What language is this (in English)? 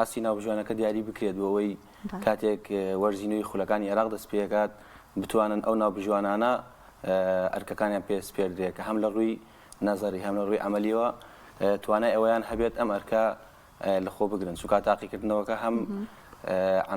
Central Kurdish